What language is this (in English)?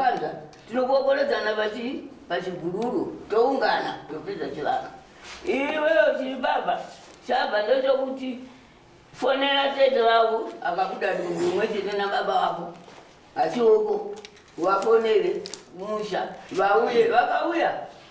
Shona